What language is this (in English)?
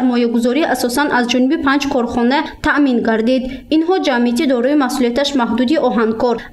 Tajik